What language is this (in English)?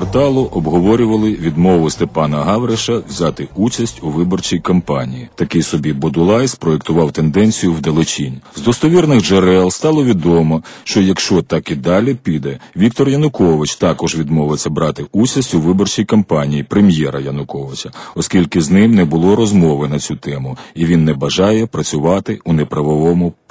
Ukrainian